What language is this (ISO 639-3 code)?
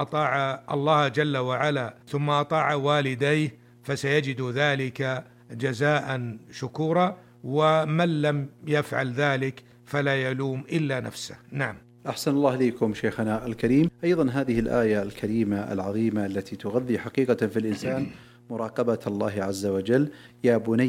ara